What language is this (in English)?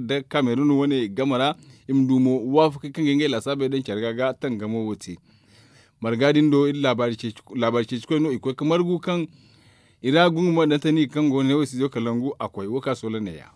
Zarma